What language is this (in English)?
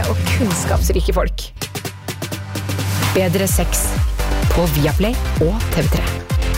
Norwegian